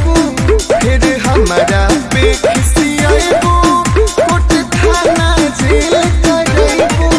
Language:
Bhojpuri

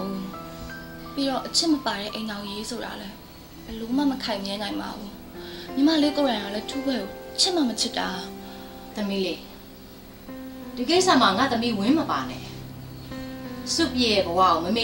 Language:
Burmese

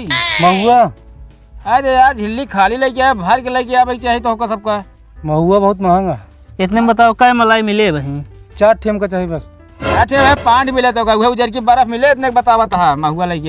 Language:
Awadhi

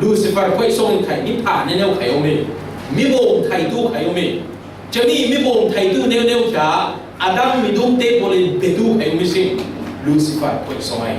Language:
Falam Chin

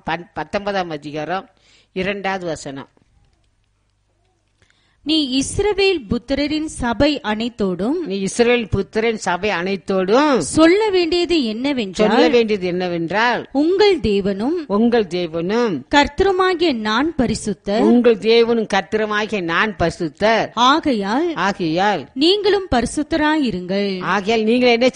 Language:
Tamil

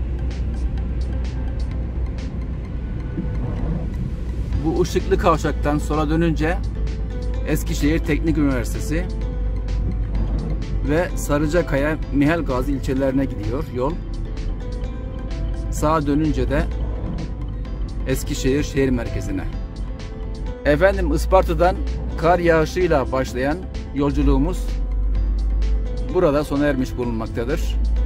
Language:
Turkish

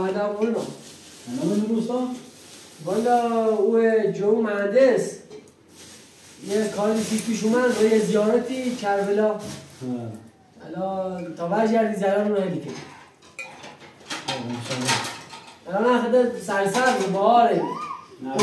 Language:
Persian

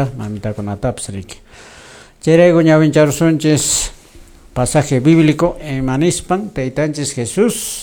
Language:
Quechua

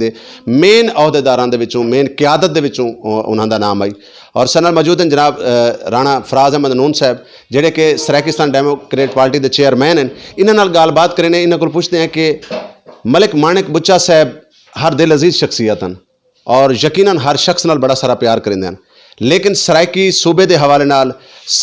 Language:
Saraiki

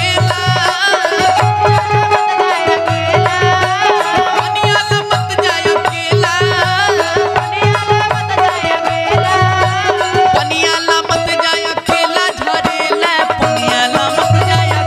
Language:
Bhojpuri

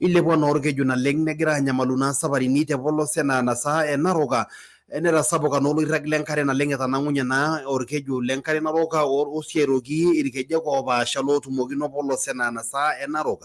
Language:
Masai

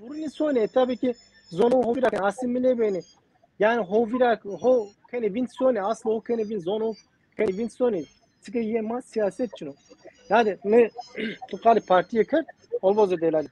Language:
Zaza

